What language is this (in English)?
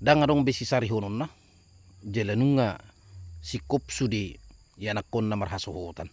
Batak Toba